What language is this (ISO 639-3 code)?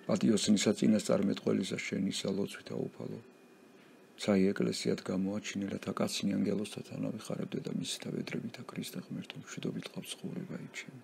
kat